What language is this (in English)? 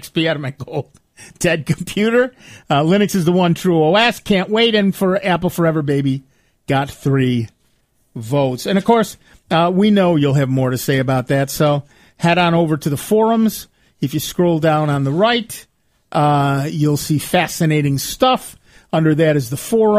English